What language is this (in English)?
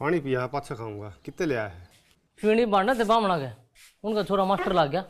Haryanvi